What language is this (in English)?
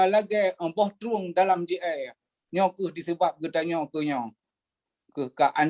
Achinese